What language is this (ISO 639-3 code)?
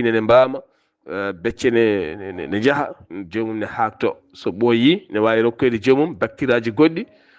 ful